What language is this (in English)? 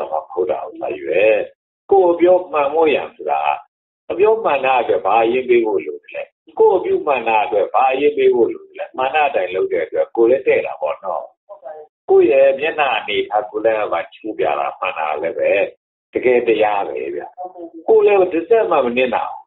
Burmese